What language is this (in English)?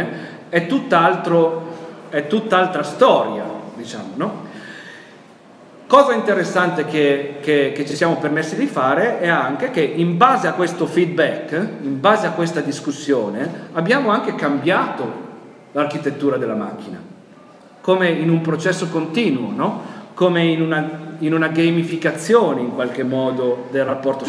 Italian